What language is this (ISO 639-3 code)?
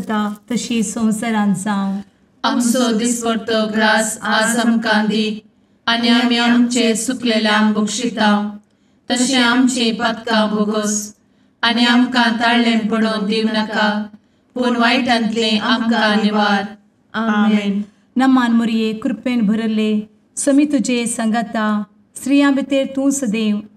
kok